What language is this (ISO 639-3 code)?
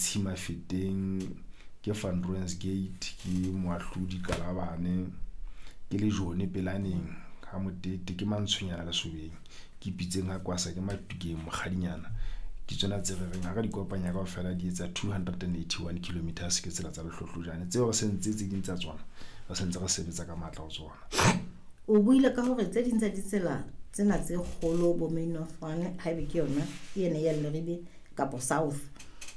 sot